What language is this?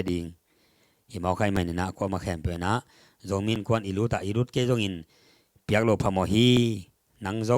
Tedim Chin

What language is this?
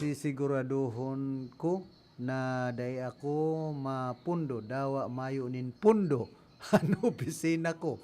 Bikol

